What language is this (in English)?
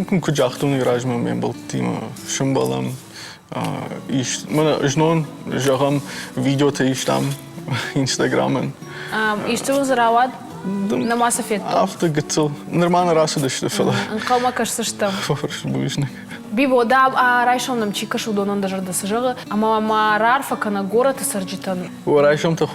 Ossetic